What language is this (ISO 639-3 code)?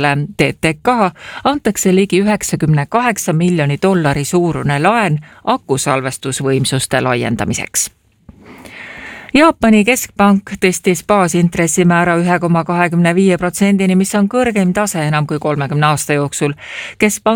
est